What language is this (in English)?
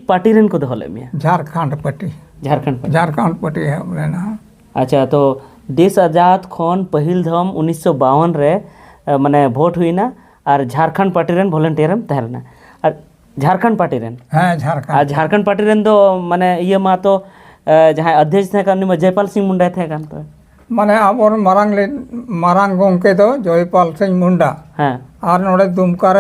Santali